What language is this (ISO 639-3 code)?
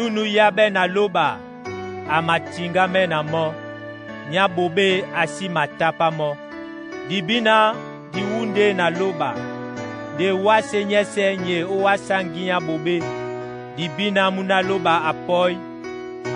dua